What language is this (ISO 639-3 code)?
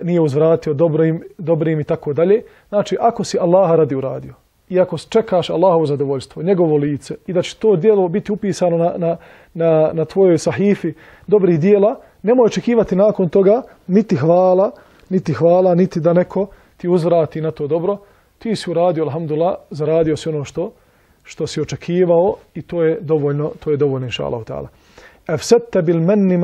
bos